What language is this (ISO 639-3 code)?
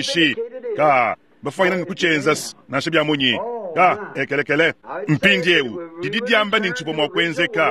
lua